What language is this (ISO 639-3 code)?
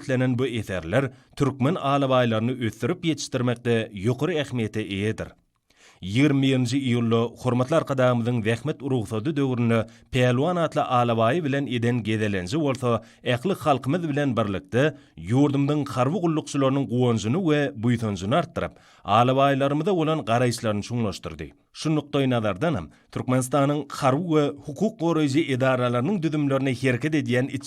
tuk